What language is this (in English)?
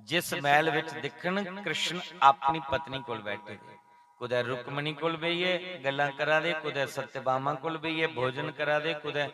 Dogri